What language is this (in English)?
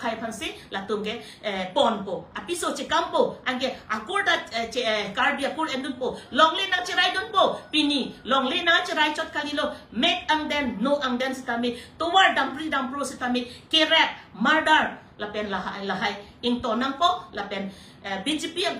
Karbi